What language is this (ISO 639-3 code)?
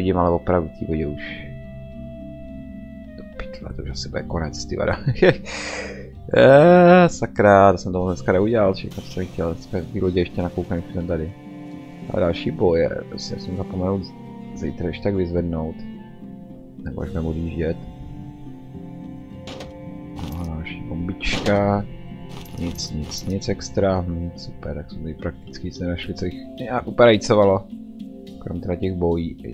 ces